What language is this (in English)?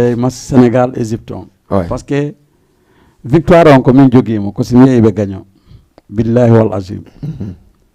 Fula